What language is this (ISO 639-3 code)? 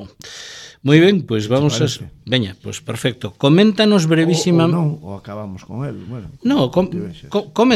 glg